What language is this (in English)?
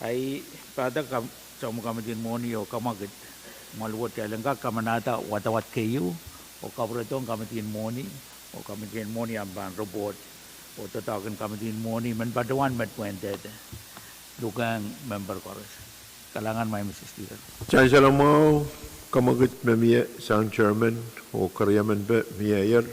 Pohnpeian